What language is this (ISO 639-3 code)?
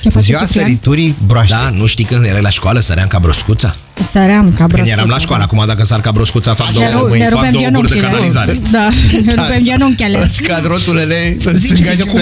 ron